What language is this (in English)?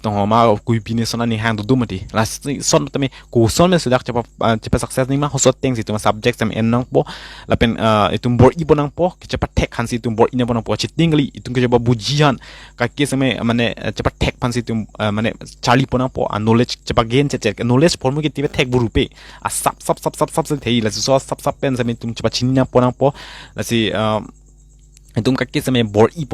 Karbi